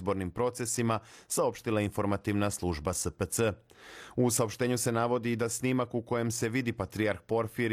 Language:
Serbian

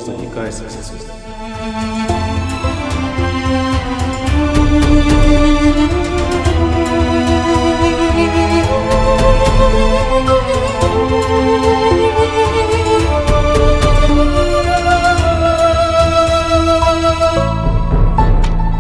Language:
Uyghur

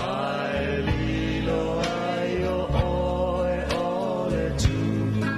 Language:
Samoan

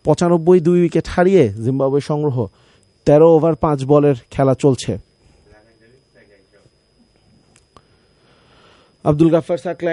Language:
Bangla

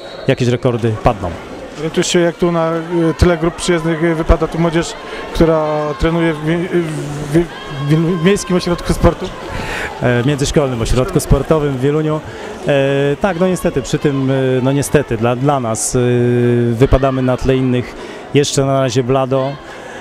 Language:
Polish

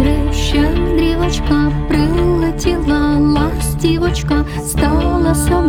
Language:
Ukrainian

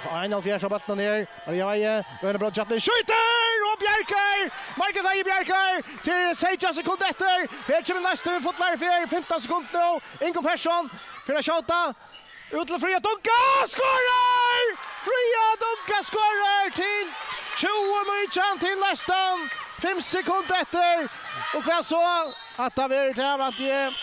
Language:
Faroese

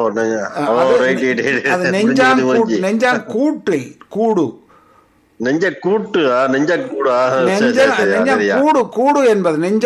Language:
Tamil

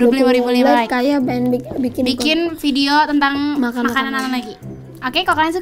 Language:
Indonesian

